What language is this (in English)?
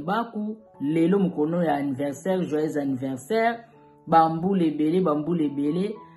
Lingala